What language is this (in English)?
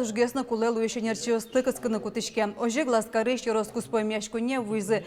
Udmurt